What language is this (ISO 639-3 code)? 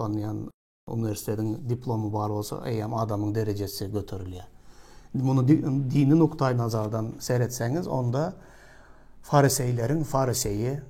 tuk